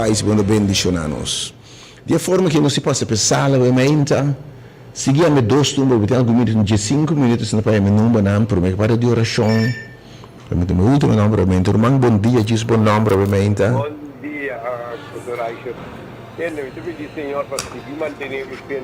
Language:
Papiamento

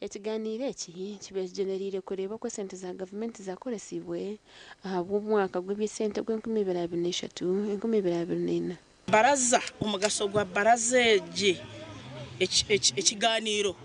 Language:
Nyankole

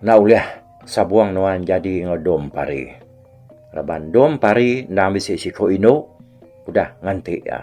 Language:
Iban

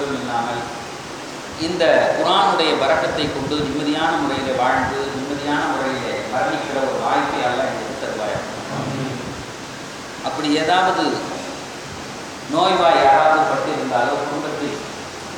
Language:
Tamil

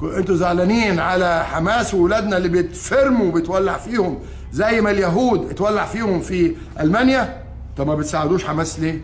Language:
Egyptian Arabic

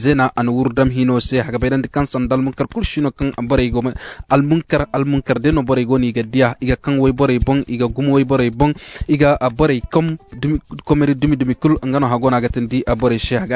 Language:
Koyraboro Senni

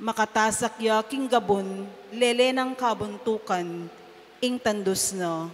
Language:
Pampanga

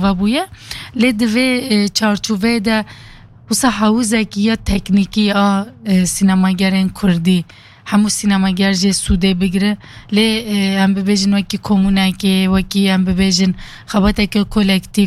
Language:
Kurdish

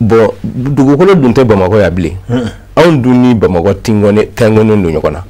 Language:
Bambara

